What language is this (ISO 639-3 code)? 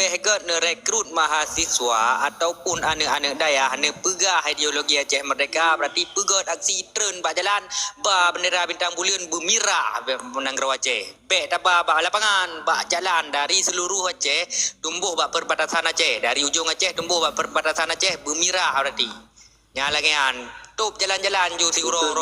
ace